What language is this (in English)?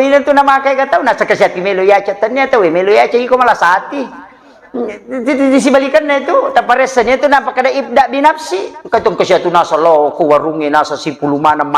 Buginese